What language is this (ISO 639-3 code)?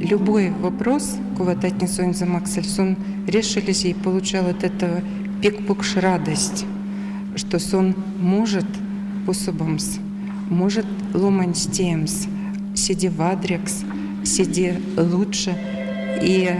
myv